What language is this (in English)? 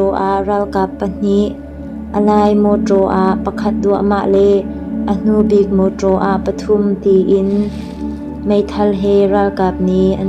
Hakha Chin